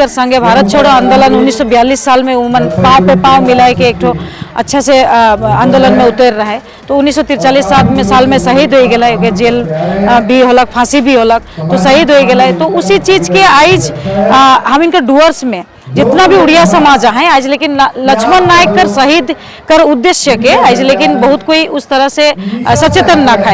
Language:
Sadri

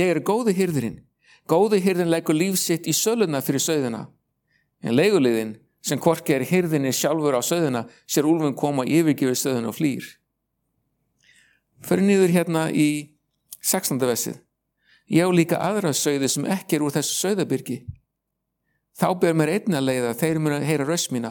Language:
Icelandic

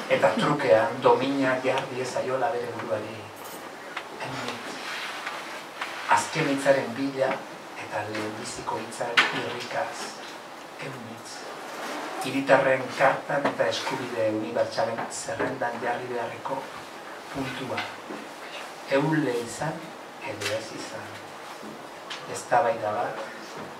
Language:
Basque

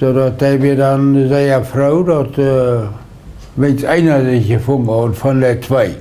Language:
Plautdietsch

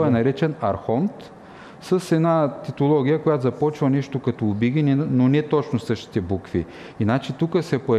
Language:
Bulgarian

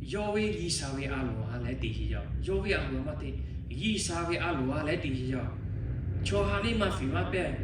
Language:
Lahu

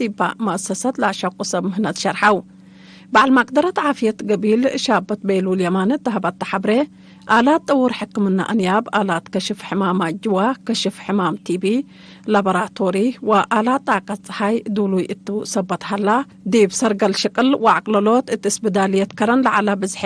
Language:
Tigre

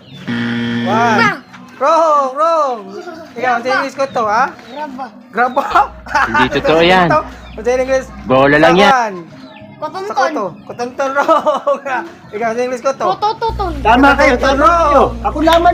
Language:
Cebuano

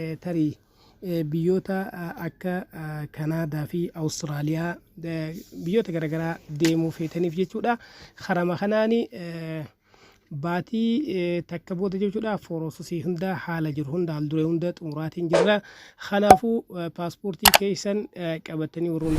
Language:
Oromo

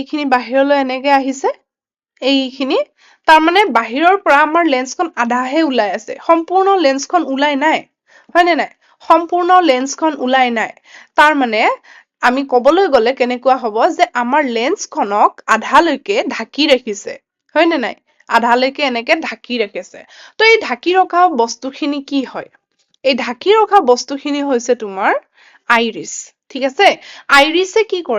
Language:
Assamese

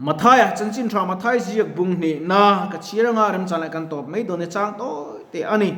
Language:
Mizo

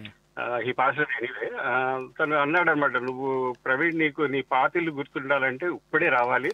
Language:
Telugu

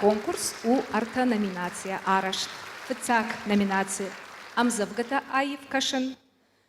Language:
Ossetic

